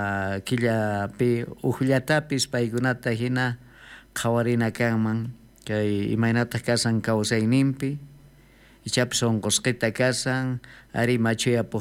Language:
South Bolivian Quechua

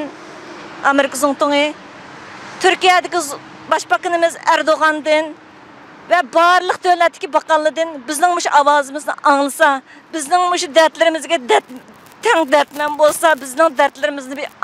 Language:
Uyghur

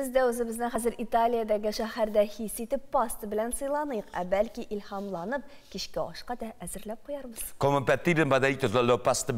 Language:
Tatar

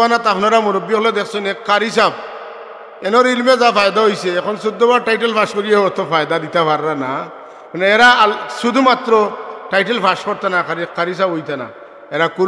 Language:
Sylheti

